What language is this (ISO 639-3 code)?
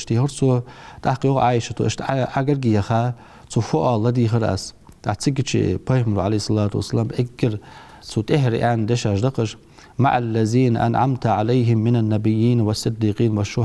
inh